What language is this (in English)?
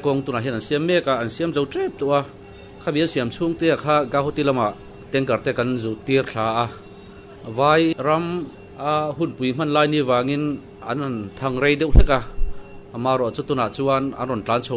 Mizo